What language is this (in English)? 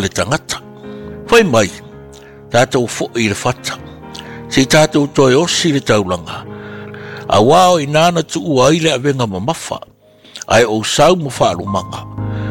Samoan